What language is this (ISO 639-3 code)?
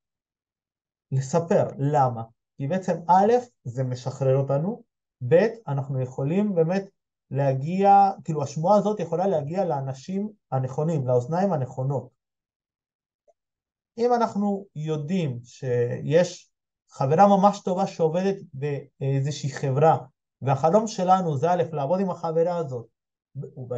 heb